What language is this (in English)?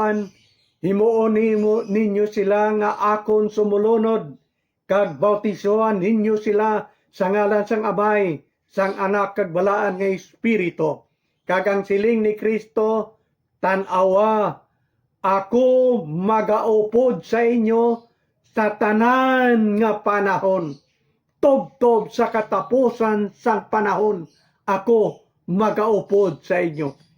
Hiligaynon